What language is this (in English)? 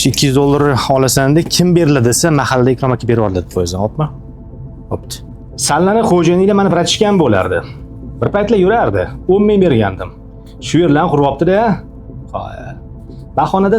Uzbek